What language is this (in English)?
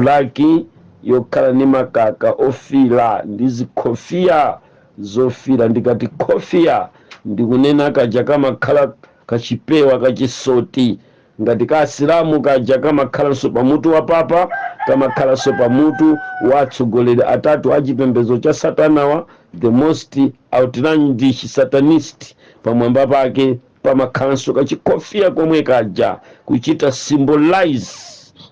Nyanja